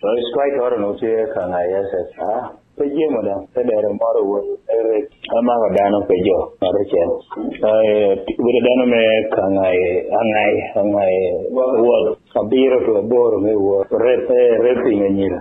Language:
Lango (Uganda)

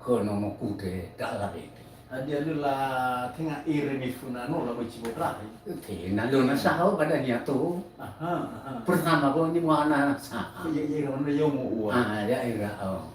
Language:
Nias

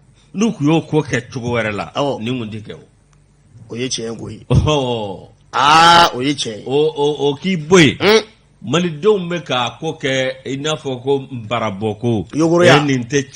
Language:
Bambara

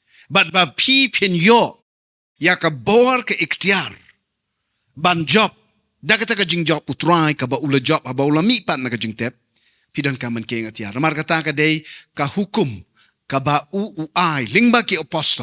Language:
Khasi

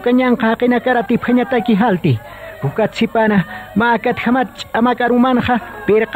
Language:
Aymara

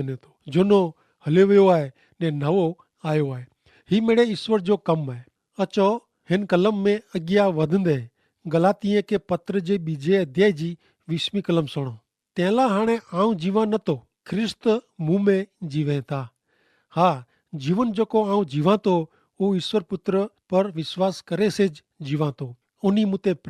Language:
Kachhi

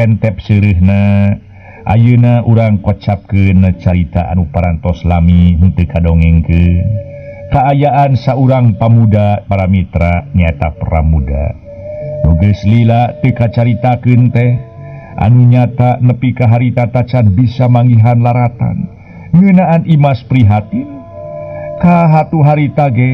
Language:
Sundanese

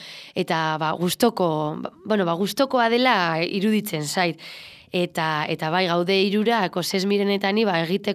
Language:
Basque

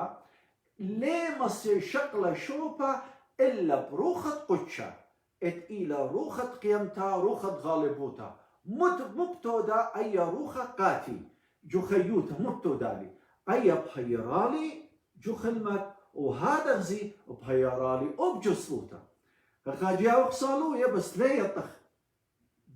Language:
Assyrian Neo-Aramaic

